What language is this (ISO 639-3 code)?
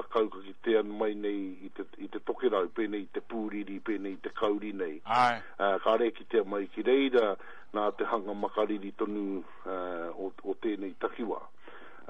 mri